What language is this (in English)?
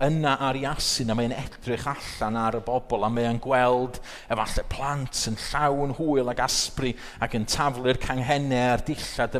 Welsh